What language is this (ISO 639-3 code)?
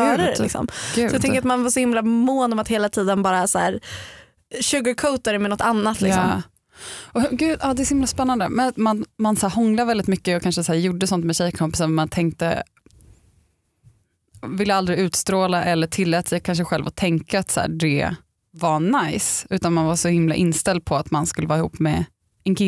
swe